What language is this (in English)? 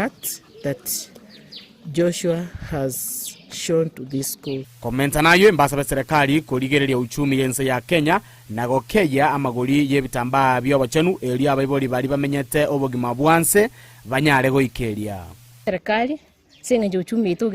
Gusii